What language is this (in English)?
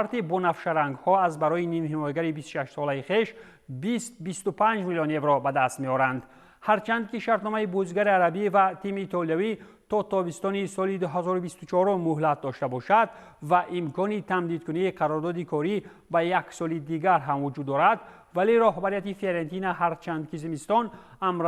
Tajik